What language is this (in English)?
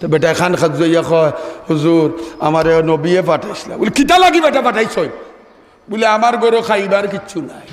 Sylheti